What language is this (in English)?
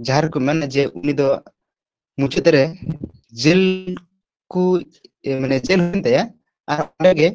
Santali